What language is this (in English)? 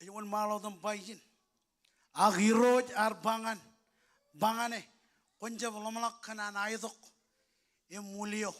Marshallese